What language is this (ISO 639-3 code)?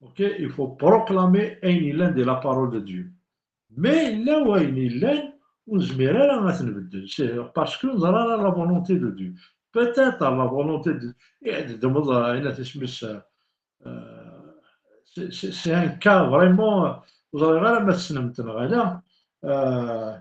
kab